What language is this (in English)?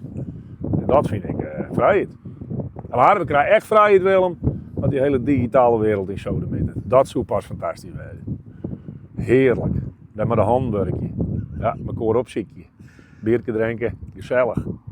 Western Frisian